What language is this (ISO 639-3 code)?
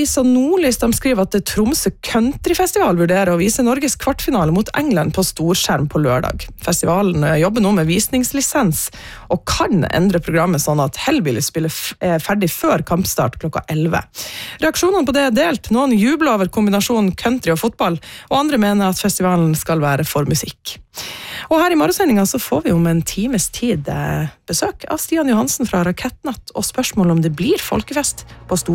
nor